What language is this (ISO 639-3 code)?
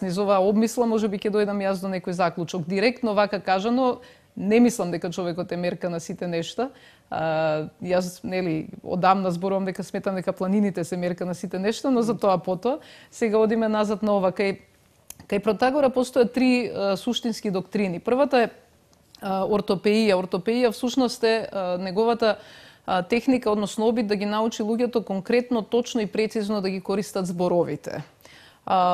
mkd